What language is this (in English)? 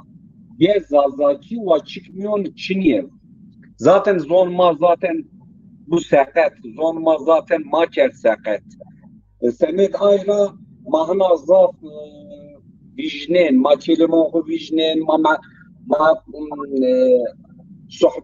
Zaza